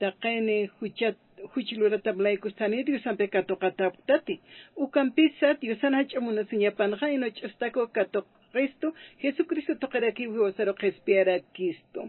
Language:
Aymara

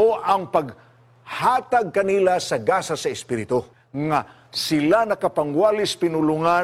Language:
Cebuano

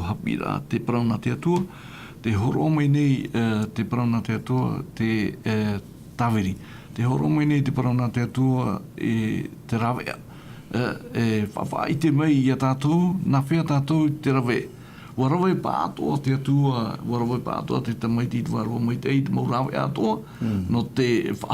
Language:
Tahitian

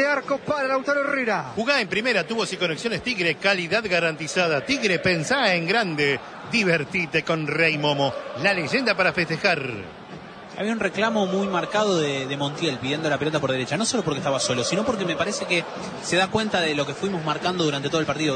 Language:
Spanish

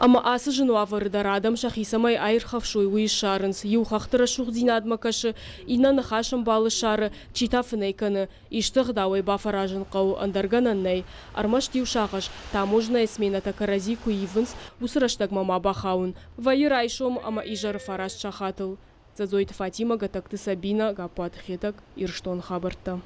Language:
Ossetic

